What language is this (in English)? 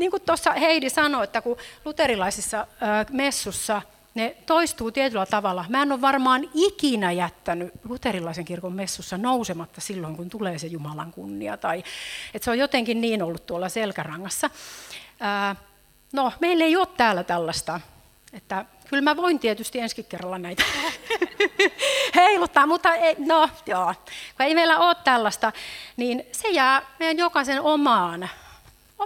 Finnish